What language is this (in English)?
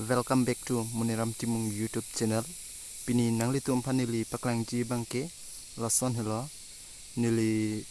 Karbi